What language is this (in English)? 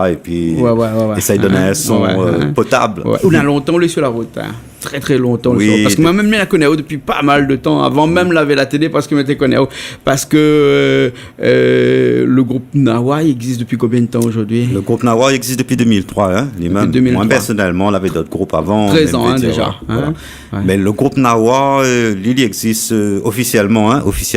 Réunion Creole French